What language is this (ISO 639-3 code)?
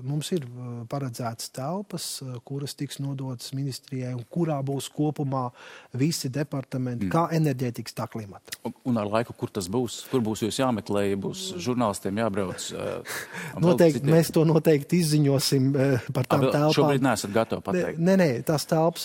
lav